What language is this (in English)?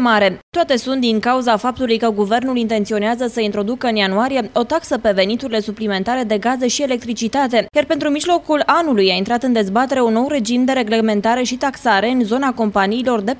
Romanian